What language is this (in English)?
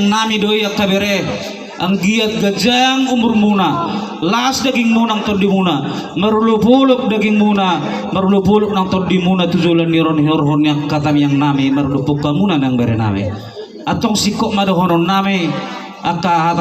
Batak Toba